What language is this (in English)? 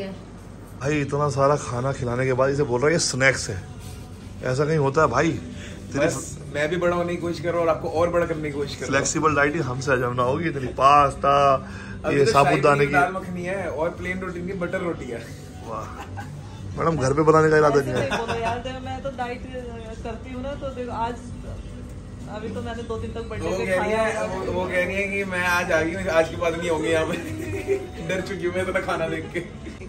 Hindi